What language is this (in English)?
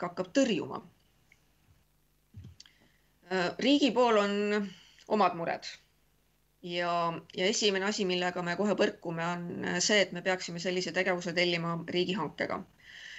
Estonian